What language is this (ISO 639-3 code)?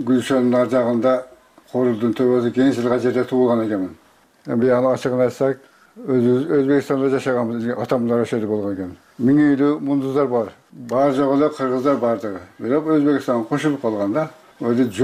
kir